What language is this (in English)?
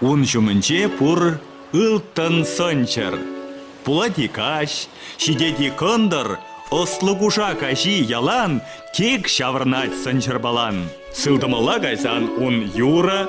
Chuvash